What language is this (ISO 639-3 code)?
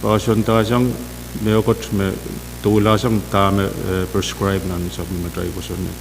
pon